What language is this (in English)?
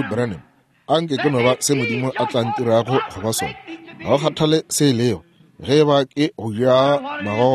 Northern Sotho